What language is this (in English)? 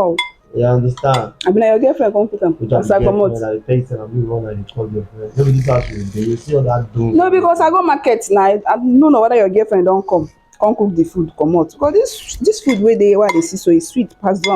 Nigerian Pidgin